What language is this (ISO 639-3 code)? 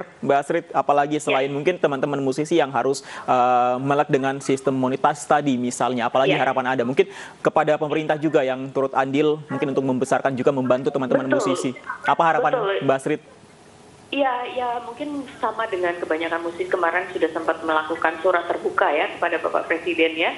ind